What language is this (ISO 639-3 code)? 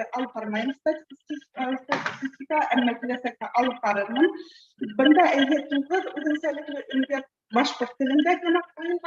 bak